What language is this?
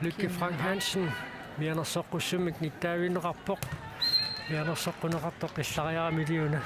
Kalaallisut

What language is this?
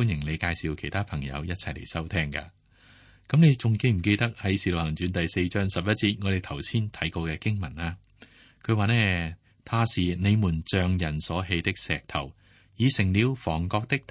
Cantonese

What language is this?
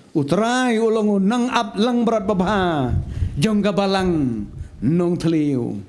Khasi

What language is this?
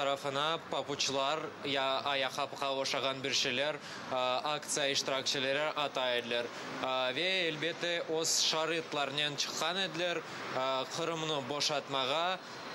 Crimean Tatar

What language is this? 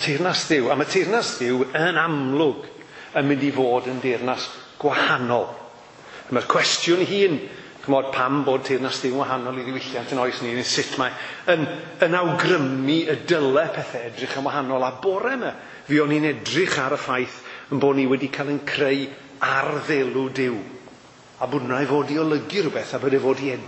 Welsh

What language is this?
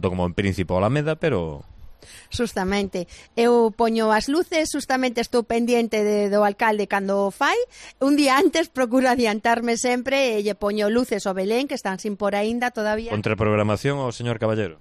Galician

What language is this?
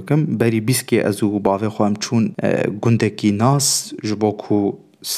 Kurdish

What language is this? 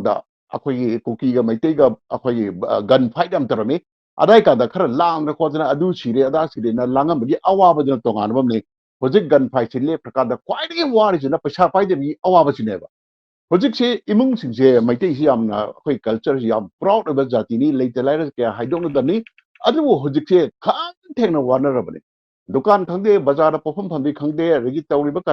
Manipuri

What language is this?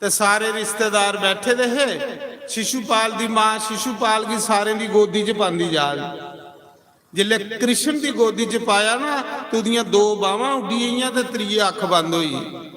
Dogri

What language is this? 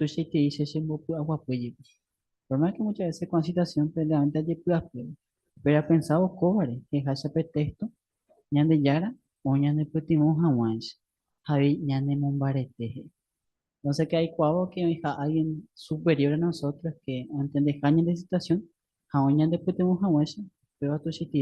Guarani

